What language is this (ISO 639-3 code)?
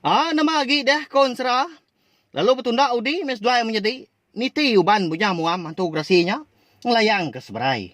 iba